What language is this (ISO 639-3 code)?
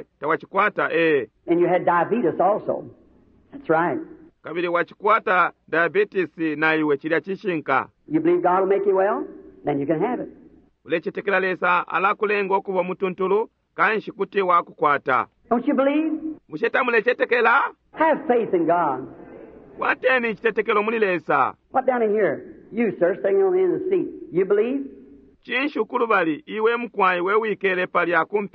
bem